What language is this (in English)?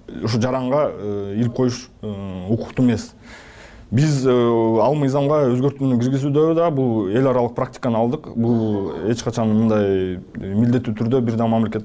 Kyrgyz